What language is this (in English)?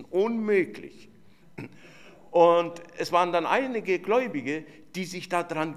German